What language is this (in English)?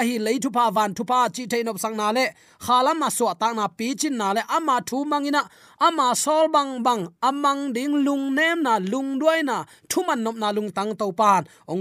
Tedim Chin